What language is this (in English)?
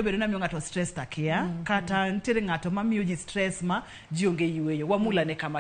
Luo (Kenya and Tanzania)